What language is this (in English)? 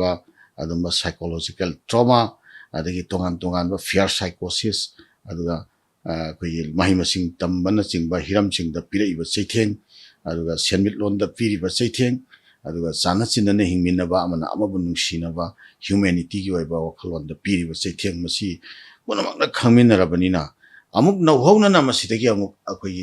Manipuri